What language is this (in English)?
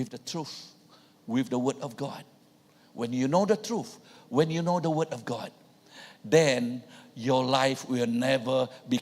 Iban